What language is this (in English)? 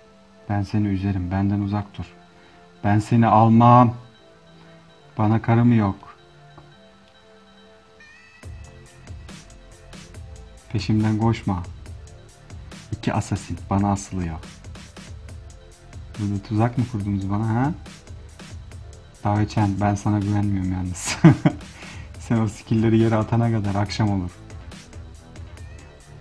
Turkish